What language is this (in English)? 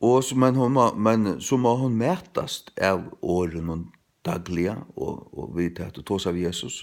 Faroese